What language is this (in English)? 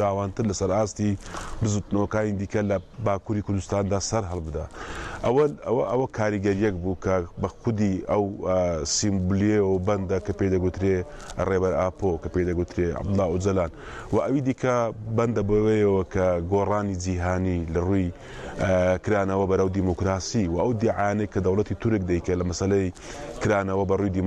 Central Kurdish